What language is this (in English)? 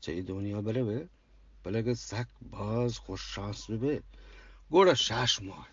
Eastern Balochi